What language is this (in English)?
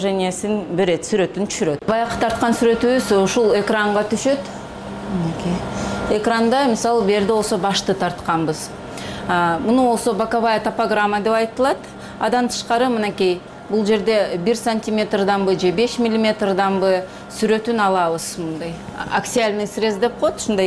Kyrgyz